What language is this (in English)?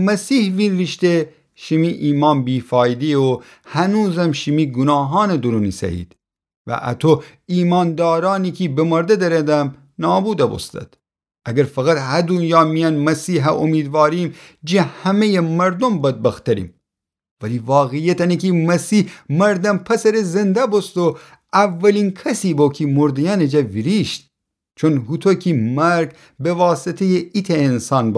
Gilaki